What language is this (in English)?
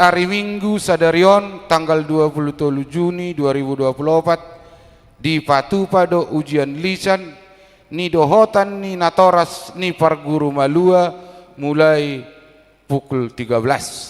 Batak Toba